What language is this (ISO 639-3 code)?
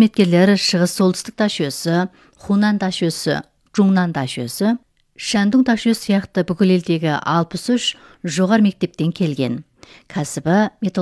kaz